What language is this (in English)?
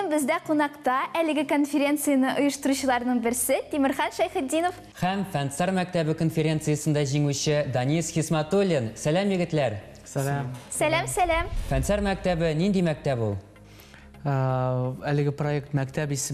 Tatar